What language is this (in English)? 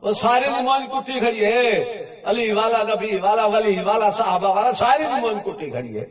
Saraiki